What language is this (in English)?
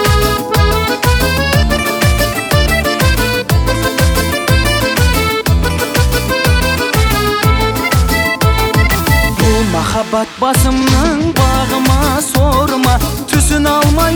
Kazakh